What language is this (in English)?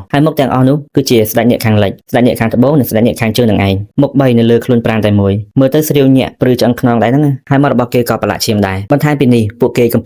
Khmer